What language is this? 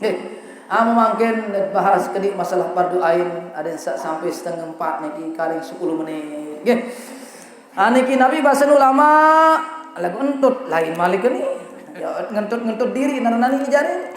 Sasak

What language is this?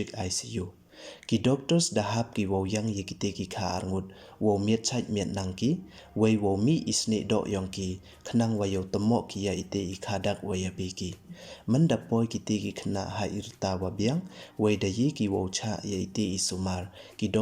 Pnar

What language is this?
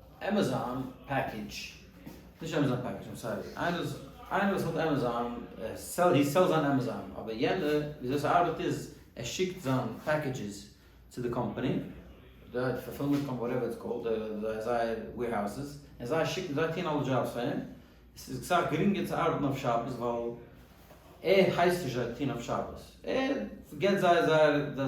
Yiddish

